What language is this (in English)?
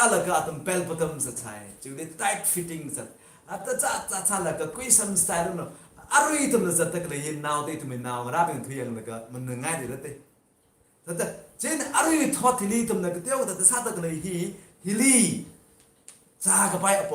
Tangkhul Naga (India)